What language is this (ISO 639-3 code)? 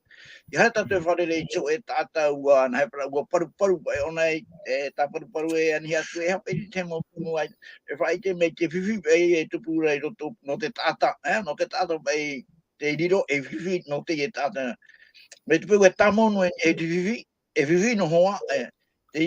tah